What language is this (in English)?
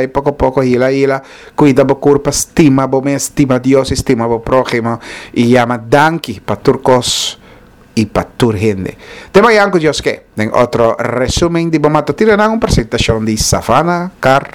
Papiamento